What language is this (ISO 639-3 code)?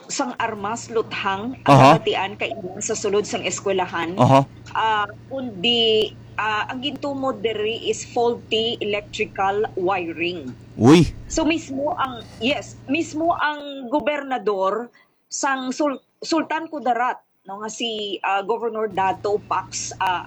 hil